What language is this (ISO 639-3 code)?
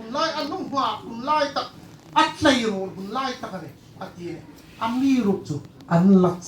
hmr